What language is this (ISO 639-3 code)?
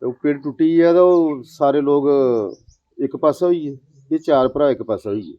doi